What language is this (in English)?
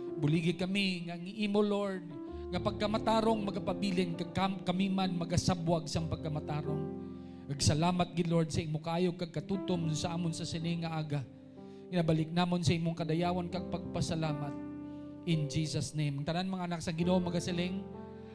Hiligaynon